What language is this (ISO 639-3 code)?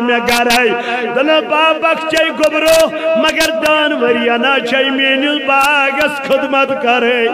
kas